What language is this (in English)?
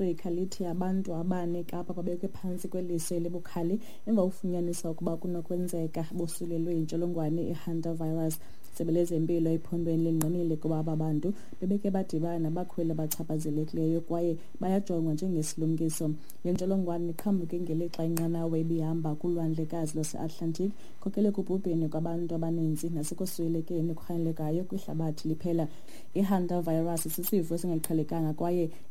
Xhosa